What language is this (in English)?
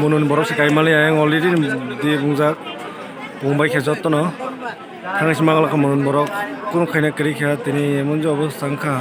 Kok Borok